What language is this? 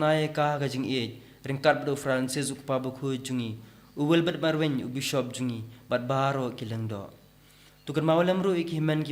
Khasi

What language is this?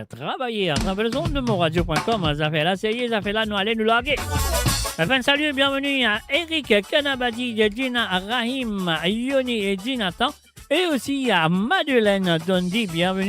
Morisyen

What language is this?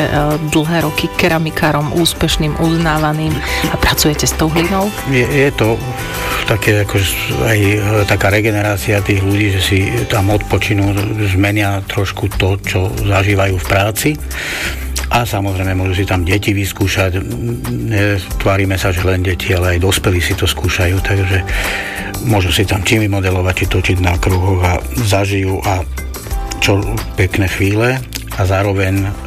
Slovak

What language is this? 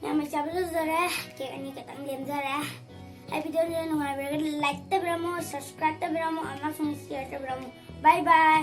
Manipuri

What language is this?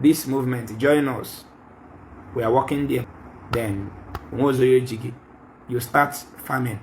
Igbo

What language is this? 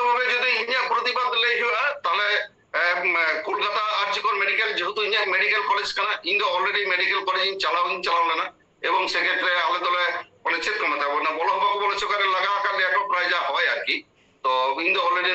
Santali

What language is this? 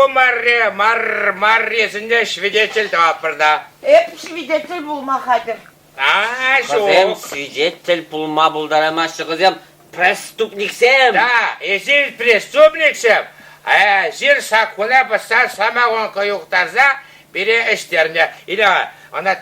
Chuvash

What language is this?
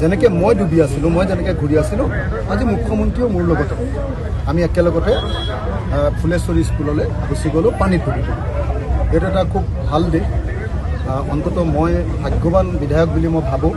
Assamese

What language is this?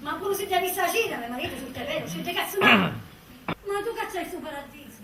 Sicilian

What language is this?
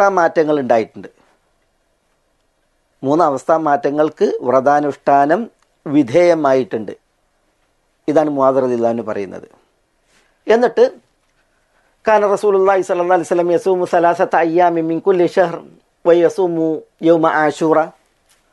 Malayalam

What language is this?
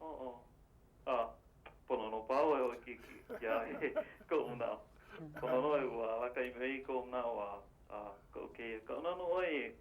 Hawaiian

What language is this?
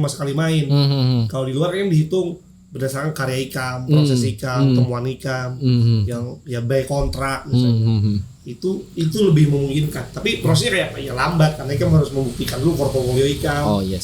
Banjar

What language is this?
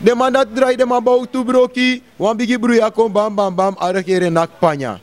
Sranan Tongo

